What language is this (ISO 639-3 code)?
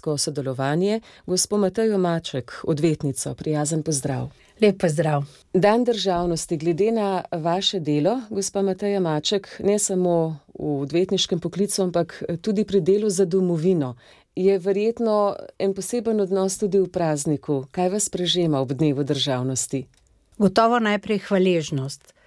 slv